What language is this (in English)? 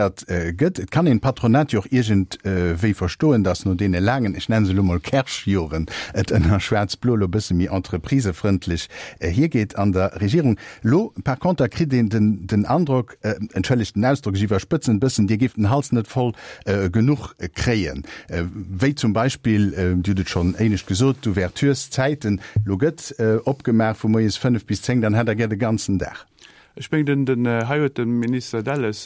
Luxembourgish